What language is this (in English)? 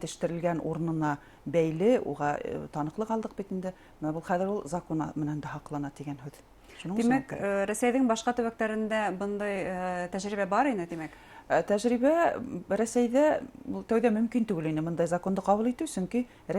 Bashkir